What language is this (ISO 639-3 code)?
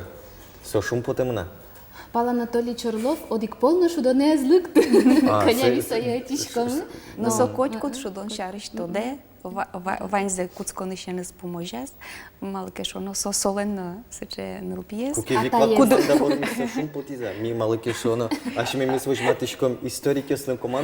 udm